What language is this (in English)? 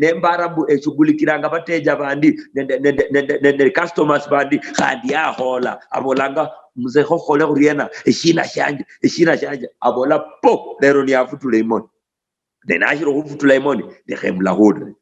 Luyia